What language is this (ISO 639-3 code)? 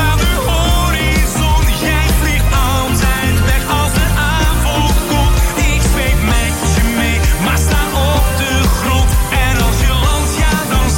nld